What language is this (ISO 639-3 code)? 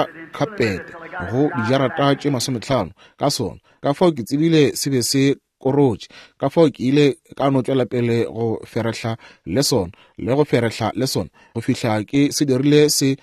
nso